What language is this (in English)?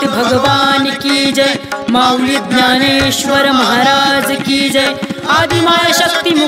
Marathi